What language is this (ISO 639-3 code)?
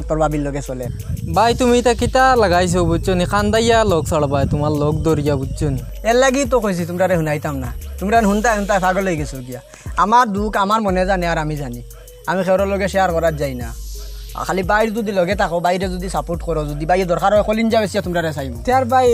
syl